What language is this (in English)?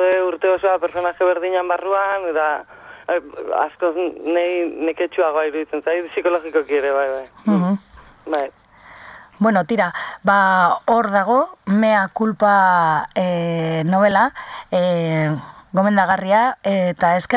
Basque